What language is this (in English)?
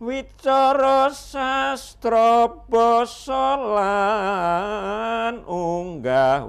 Javanese